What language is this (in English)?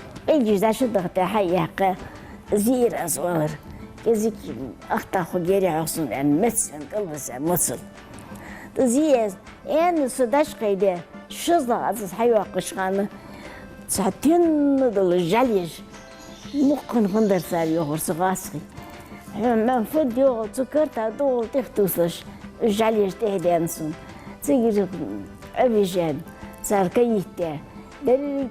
Ingush